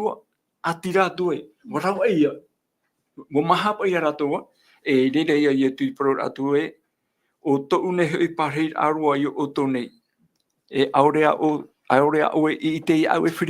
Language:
Tahitian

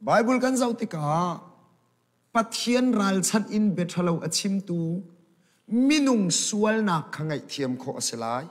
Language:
Hakha Chin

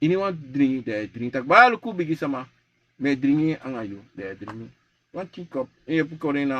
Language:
Sranan Tongo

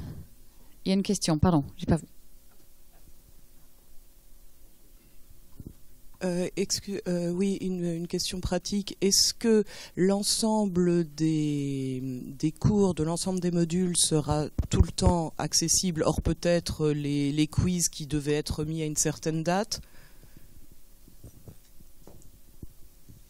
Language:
French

